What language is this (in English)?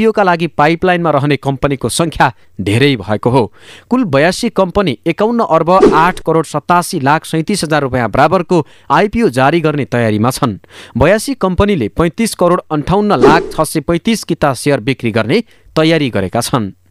Nepali